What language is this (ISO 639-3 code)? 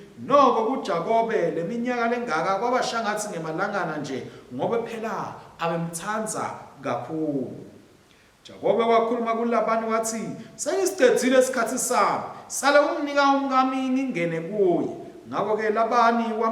ssw